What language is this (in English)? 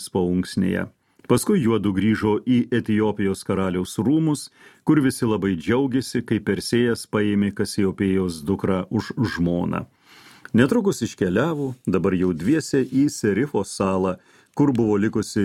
Lithuanian